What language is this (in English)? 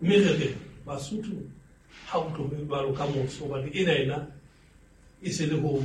Southern Sotho